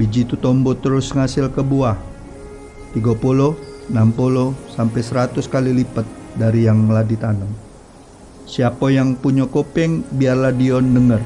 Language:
Musi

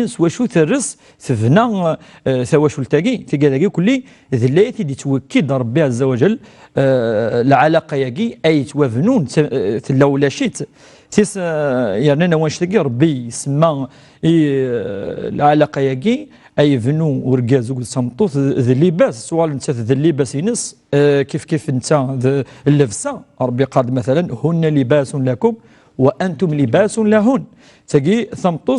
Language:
Kabyle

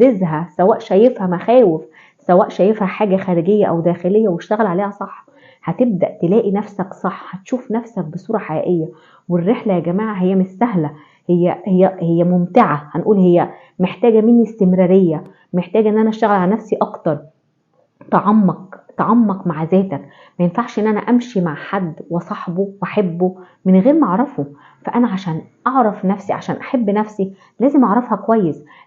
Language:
Egyptian Arabic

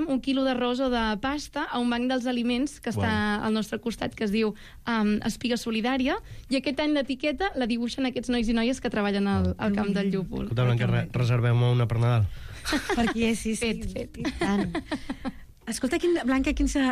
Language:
Catalan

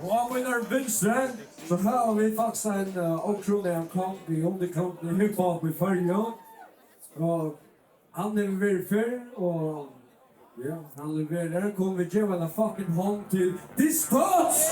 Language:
Faroese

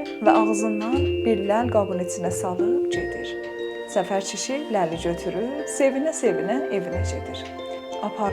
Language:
South Azerbaijani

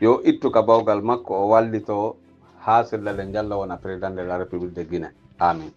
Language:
Pular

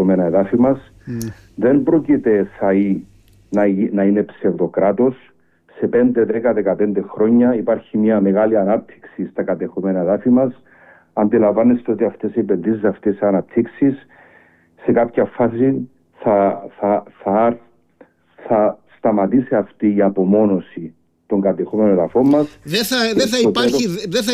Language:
Greek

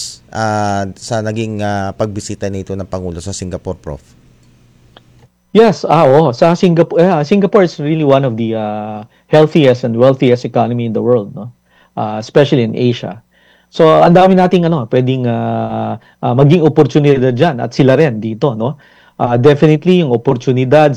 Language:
Filipino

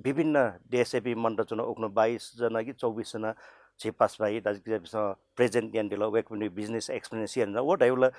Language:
Newari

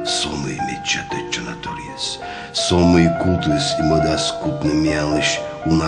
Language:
Komi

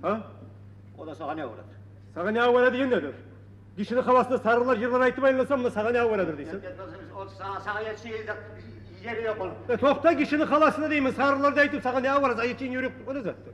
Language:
Kumyk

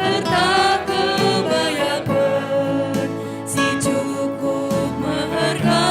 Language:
Batak Karo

